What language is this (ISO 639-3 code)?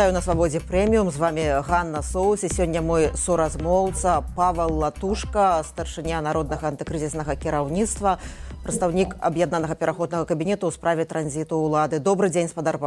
bel